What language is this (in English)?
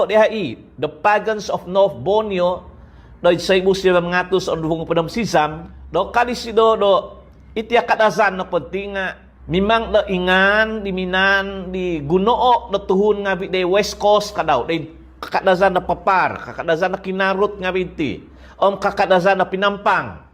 Central Dusun